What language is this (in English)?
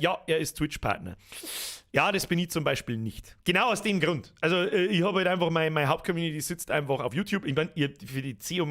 Bavarian